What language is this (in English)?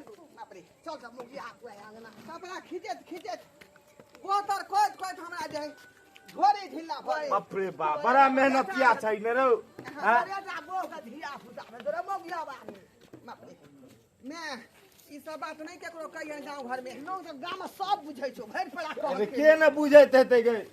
Maithili